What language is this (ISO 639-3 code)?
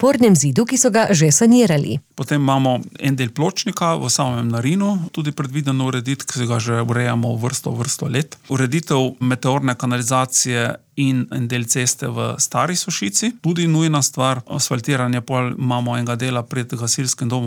slv